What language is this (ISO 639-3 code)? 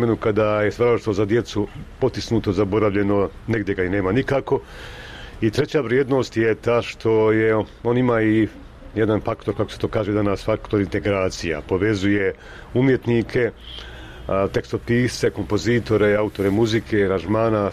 bos